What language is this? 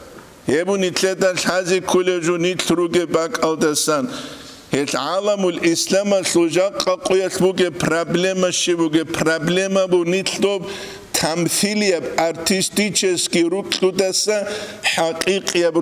Avaric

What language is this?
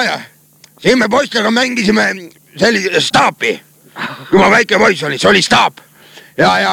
Estonian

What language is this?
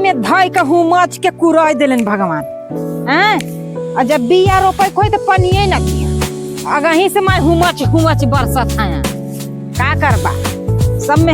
Bhojpuri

